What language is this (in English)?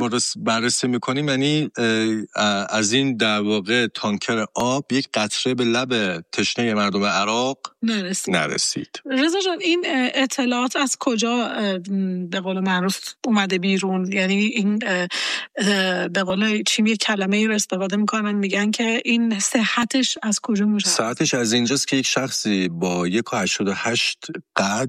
Persian